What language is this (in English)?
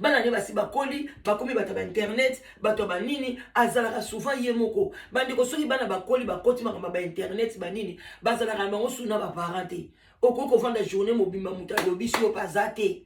Lingala